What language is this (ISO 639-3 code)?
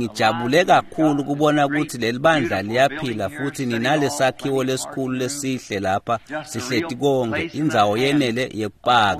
ssw